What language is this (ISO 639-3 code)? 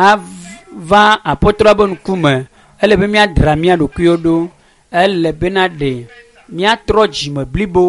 ewe